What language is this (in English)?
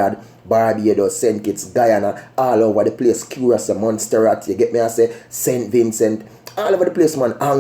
Jamaican Creole English